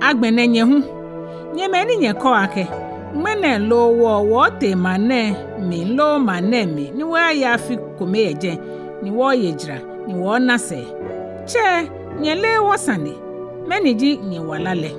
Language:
Ga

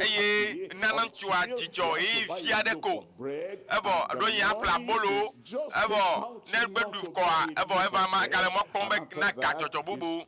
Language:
Ewe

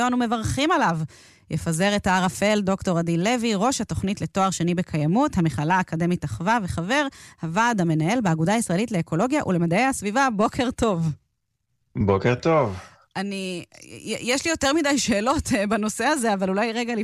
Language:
Hebrew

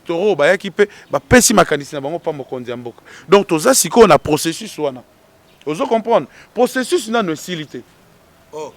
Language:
Lingala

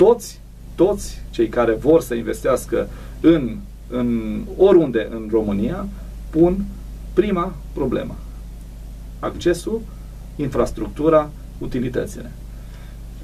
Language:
Romanian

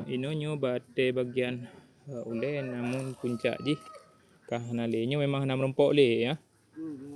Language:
Achinese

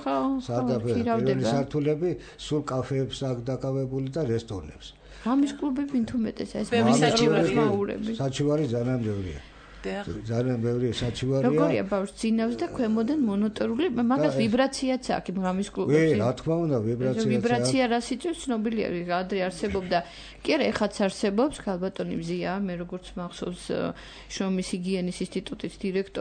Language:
Georgian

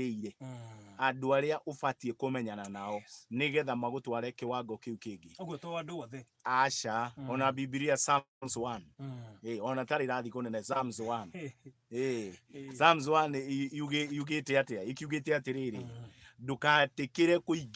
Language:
Kikuyu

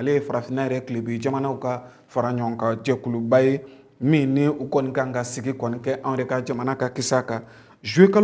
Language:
Bambara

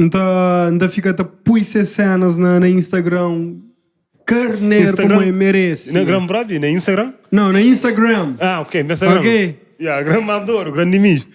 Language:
Kabuverdianu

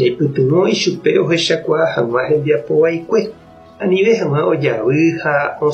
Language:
Guarani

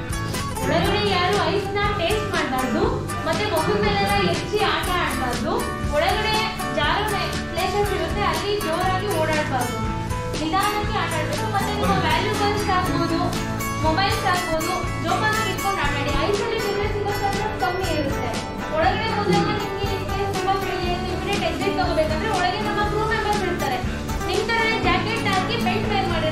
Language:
Kannada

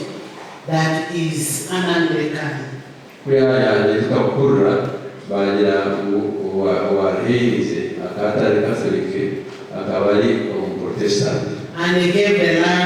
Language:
Nyankole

